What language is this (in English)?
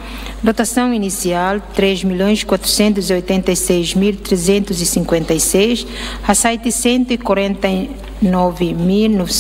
Tetum